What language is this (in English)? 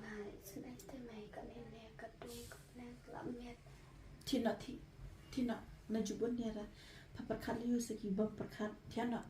Khasi